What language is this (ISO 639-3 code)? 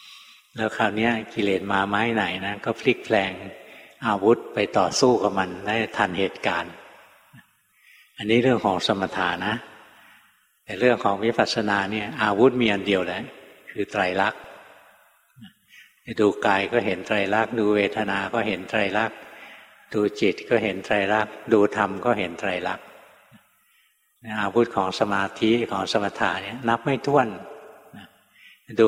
tha